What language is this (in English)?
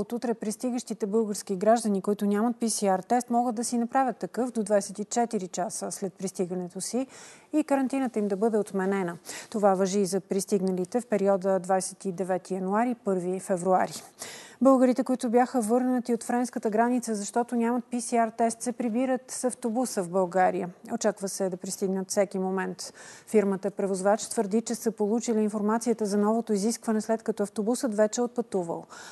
Bulgarian